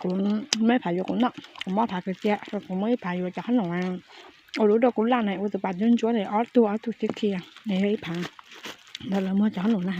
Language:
Hmong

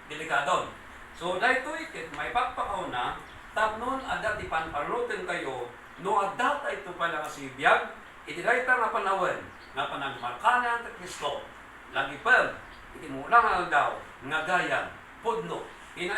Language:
Iloko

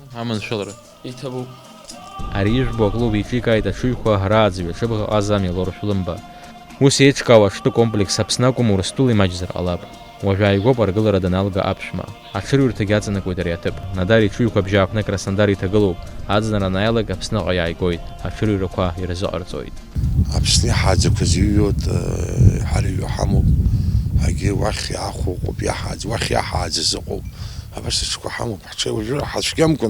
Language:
Abkhazian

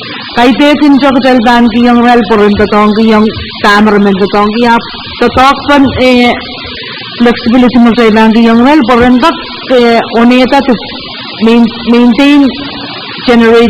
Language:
Pohnpeian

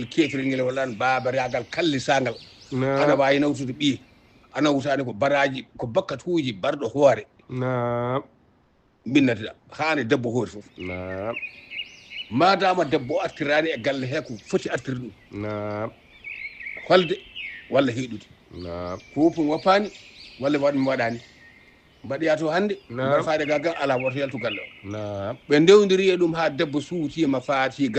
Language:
Fula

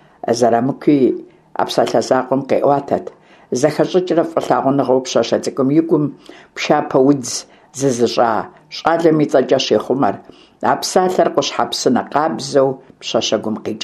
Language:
Kabardian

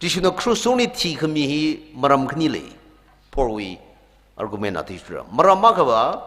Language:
Tangkhul Naga (India)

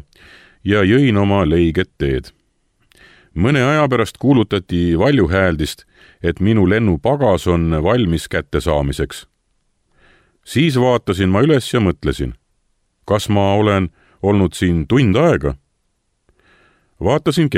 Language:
Estonian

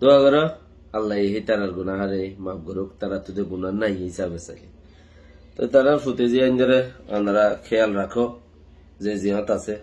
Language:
Rohingya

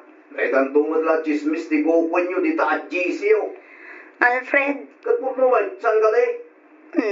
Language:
Iloko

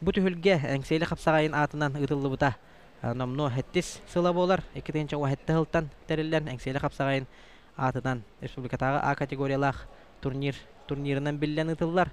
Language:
Yakut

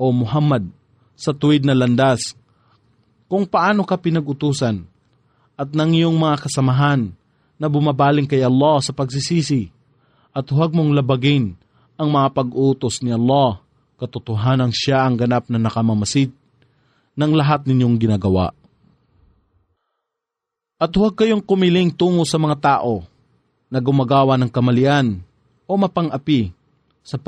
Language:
Filipino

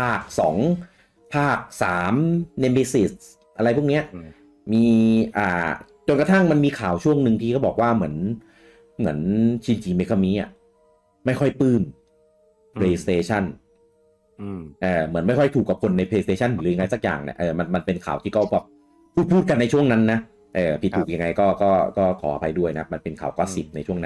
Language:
Thai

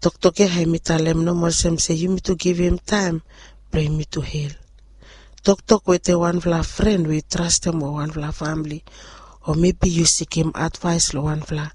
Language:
Bislama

